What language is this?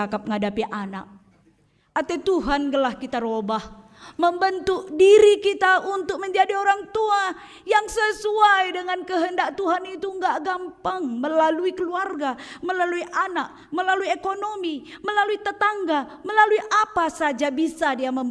Batak Karo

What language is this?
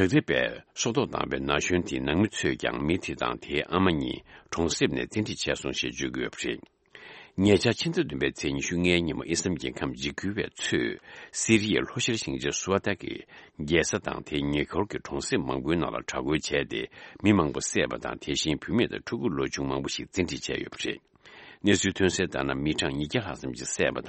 Tibetan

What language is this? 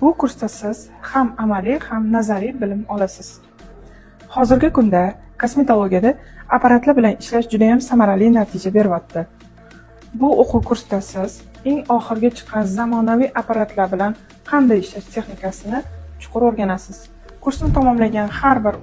Uzbek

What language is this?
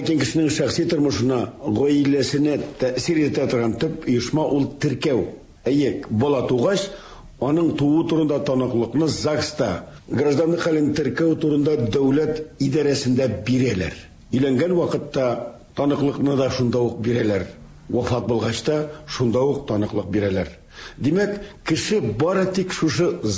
Tatar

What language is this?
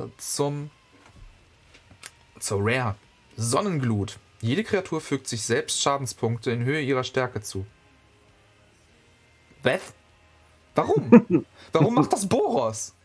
German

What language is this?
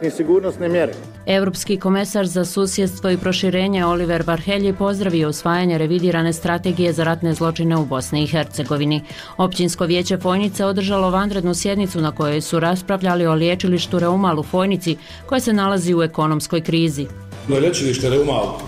Bosnian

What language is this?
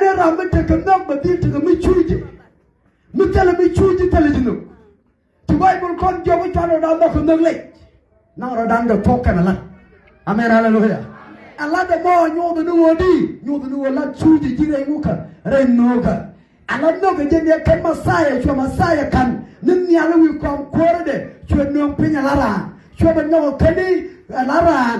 Nuer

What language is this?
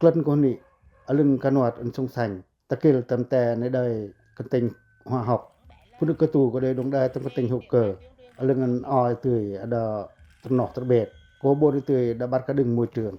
Pacoh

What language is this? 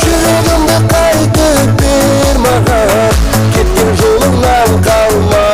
Kara-Kalpak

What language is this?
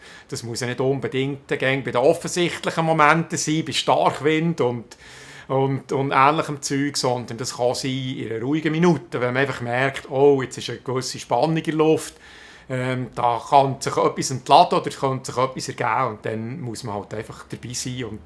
Swiss German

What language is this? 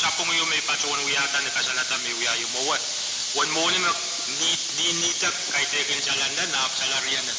Pohnpeian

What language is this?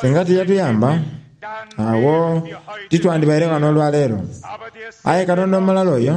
Soga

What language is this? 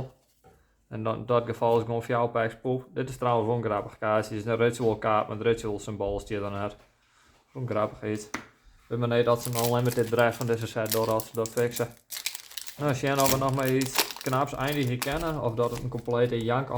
Western Frisian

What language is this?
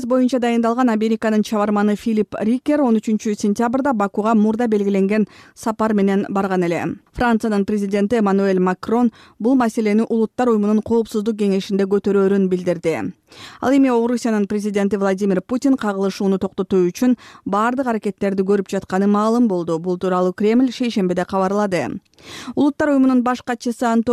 Kyrgyz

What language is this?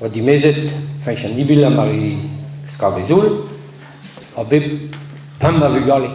Breton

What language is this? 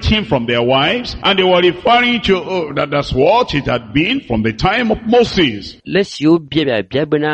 Ewe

